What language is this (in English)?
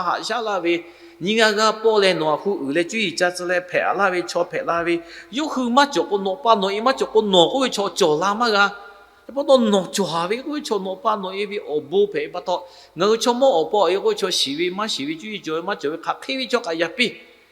Lahu